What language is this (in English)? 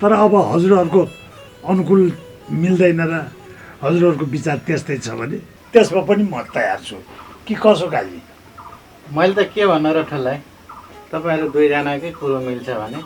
Nepali